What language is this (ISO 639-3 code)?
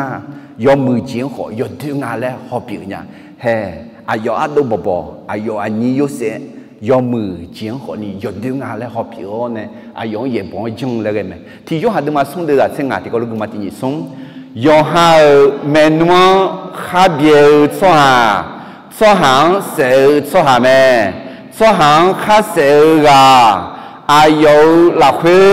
ahk